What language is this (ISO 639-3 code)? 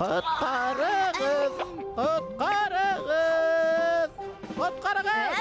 bak